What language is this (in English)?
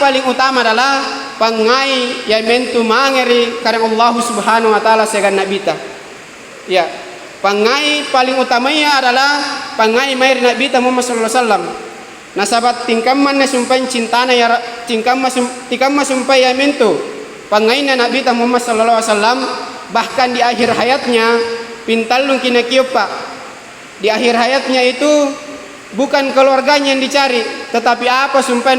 Makasar